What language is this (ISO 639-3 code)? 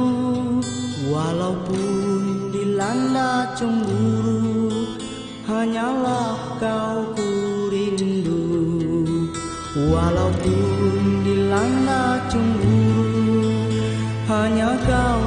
msa